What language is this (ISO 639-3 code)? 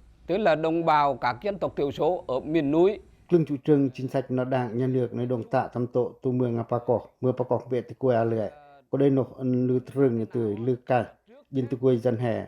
pac